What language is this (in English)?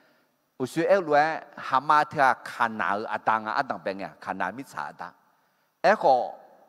Akha